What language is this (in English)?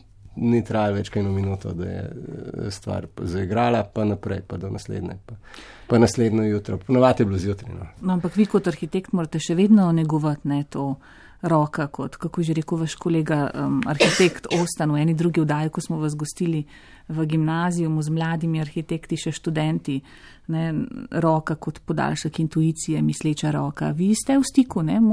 Slovenian